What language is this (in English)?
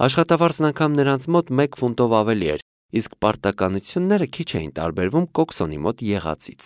Armenian